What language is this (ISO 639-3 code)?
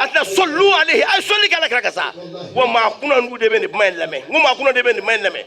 bam